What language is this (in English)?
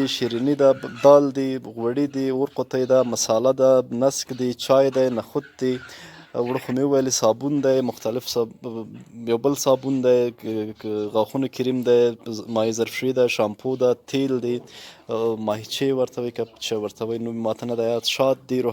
Pashto